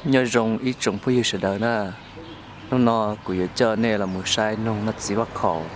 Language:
Hmong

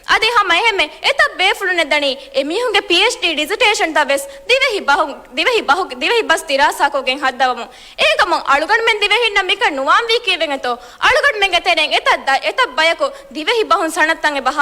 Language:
Divehi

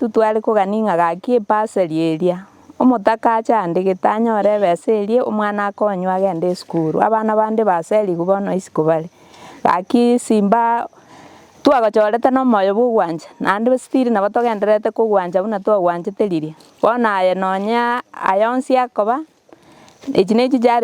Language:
Gusii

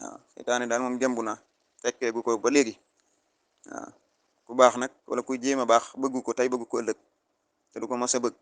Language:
Wolof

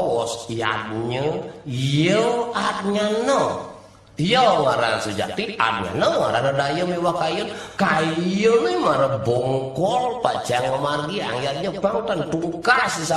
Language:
Balinese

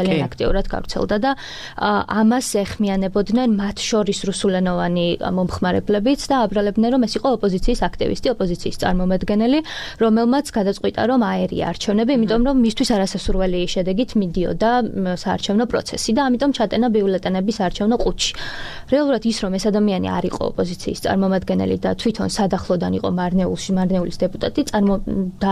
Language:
Georgian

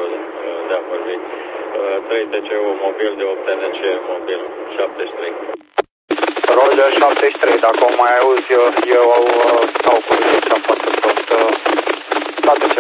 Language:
Romanian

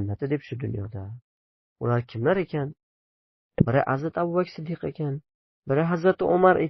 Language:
Uzbek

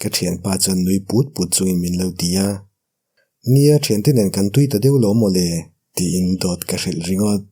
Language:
Mizo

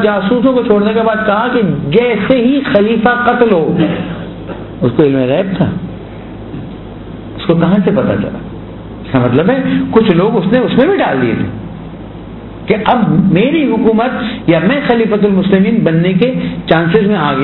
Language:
Urdu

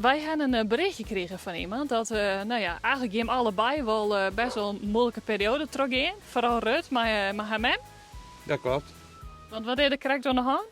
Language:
Western Frisian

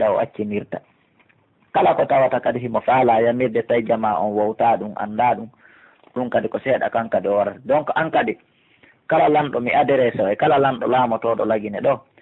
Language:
Pular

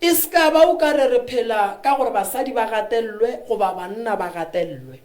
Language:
Northern Sotho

